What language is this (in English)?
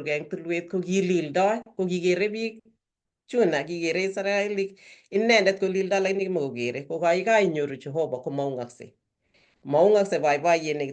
Kalenjin